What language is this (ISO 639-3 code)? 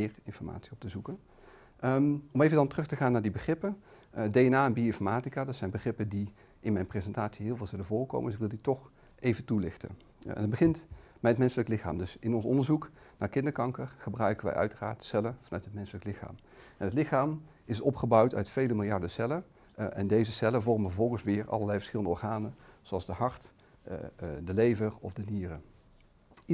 nld